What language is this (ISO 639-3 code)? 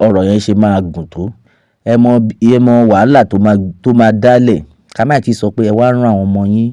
yor